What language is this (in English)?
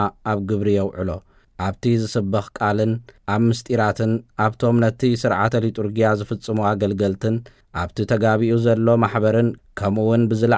Tigrinya